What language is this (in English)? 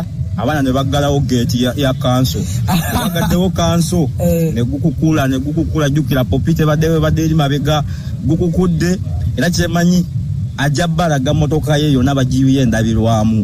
Ganda